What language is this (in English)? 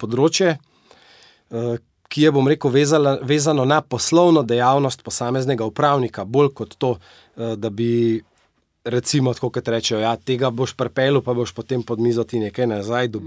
Slovenian